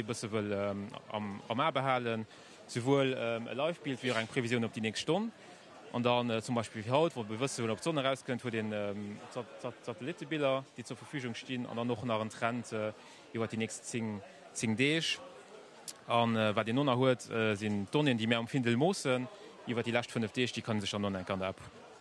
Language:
Luxembourgish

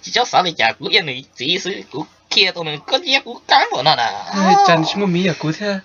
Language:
Hmong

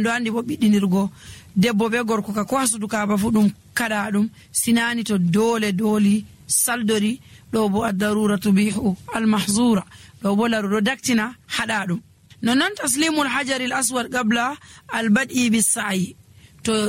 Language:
Nigerian Fulfulde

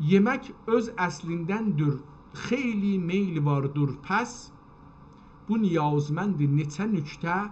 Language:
South Azerbaijani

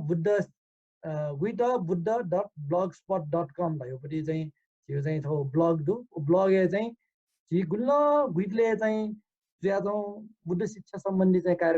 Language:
Newari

